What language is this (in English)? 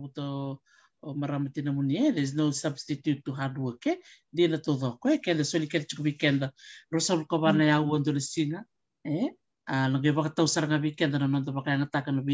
Fijian